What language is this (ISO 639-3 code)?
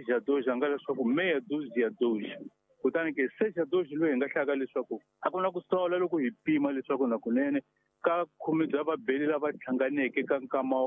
tso